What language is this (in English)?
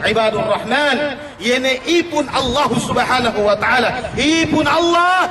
Yakan